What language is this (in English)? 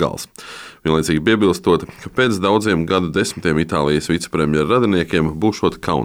Latvian